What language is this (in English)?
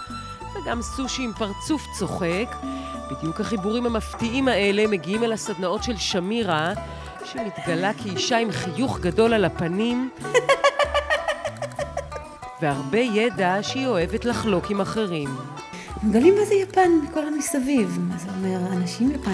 Hebrew